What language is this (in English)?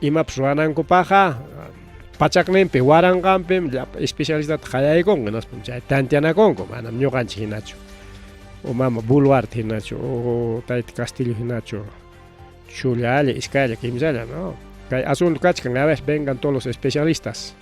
Ayacucho Quechua